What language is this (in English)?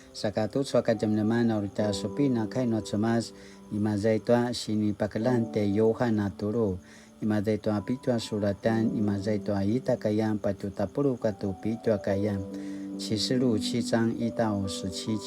Paiwan